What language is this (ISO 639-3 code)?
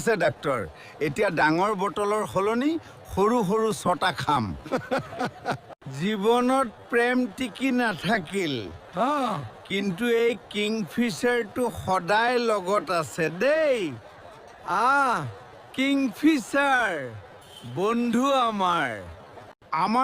asm